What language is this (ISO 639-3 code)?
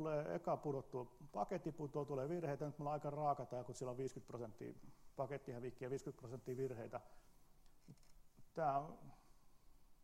fin